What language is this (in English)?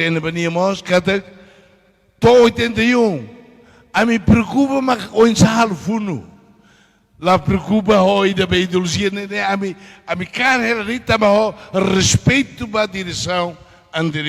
Tetum